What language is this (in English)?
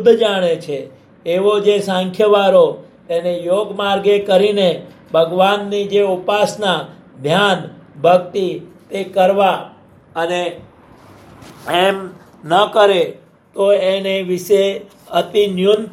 Gujarati